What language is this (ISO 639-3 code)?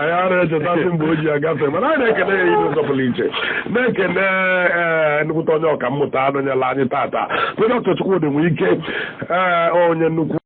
ibo